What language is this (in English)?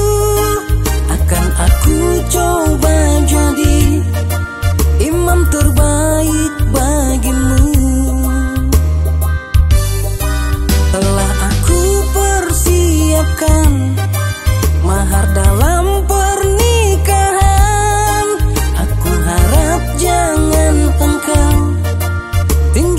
Indonesian